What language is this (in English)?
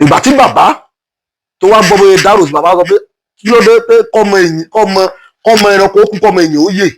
Yoruba